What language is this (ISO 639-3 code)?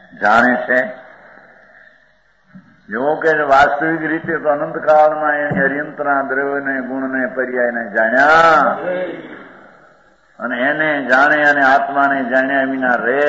guj